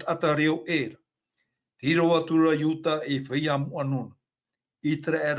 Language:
Tahitian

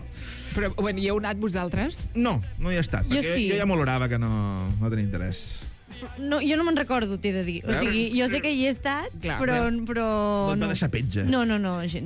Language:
Catalan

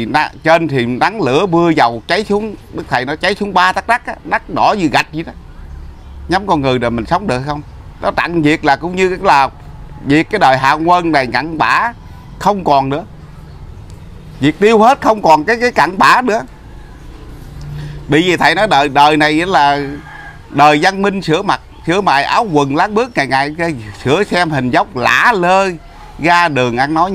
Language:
Vietnamese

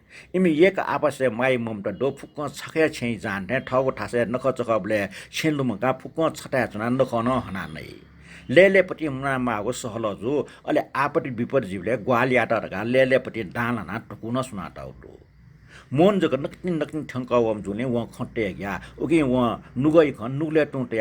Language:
Newari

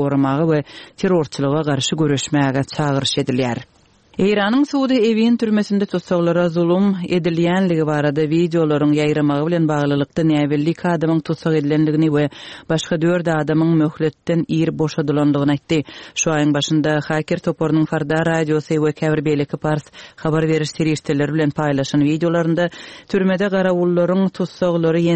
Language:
Turkmen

